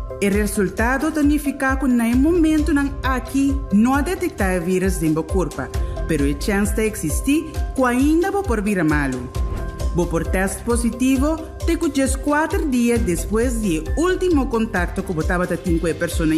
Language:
Papiamento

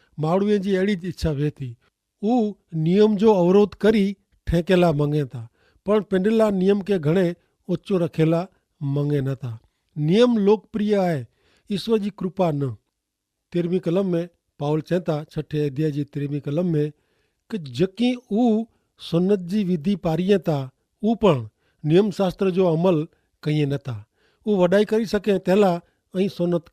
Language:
Kachhi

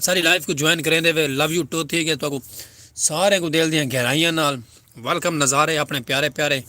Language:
Saraiki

